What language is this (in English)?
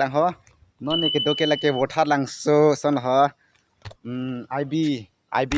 Karbi